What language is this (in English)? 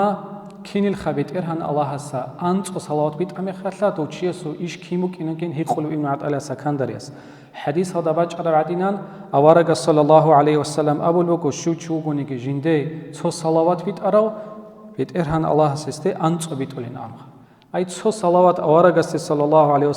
Avaric